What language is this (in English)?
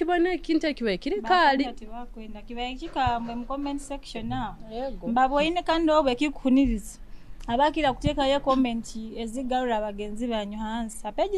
Nyoro